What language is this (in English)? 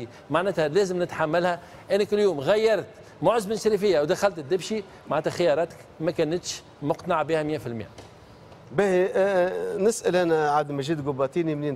Tunisian Arabic